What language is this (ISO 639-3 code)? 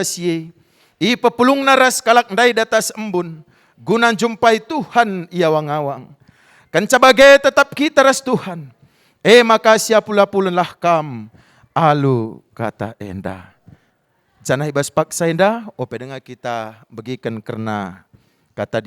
btx